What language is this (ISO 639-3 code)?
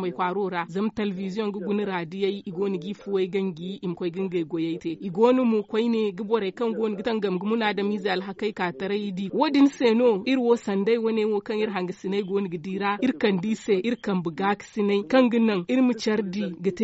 dje